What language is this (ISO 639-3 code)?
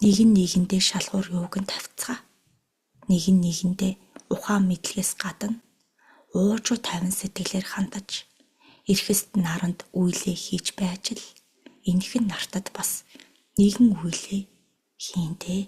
mon